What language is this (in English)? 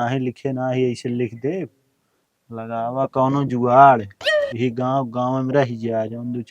Awadhi